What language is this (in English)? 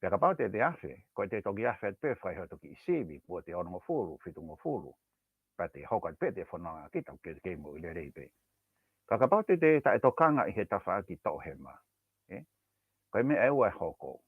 Tongan